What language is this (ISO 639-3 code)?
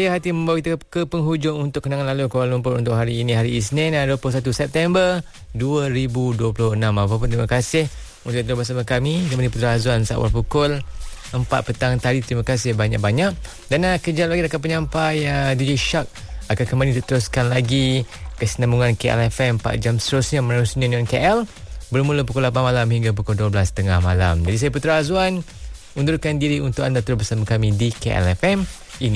msa